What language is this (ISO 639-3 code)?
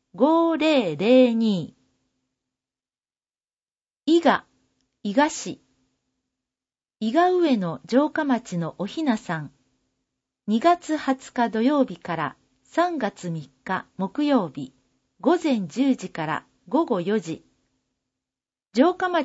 jpn